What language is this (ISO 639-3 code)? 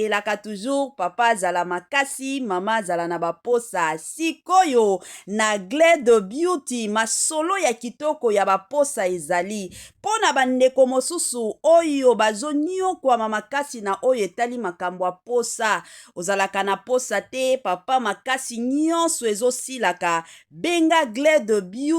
lin